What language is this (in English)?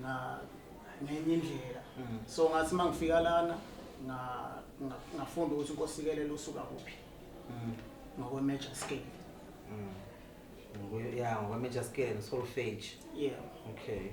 Zulu